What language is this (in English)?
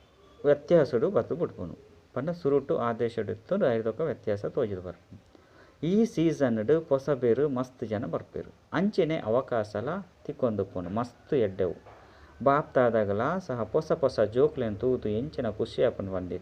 Tulu